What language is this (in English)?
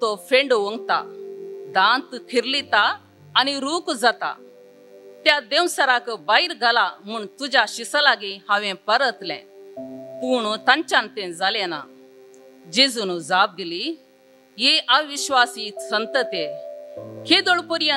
Konkani